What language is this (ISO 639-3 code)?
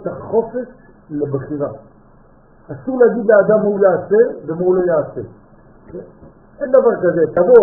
heb